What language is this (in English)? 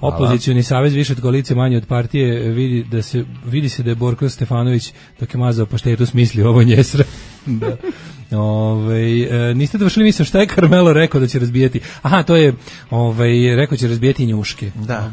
Serbian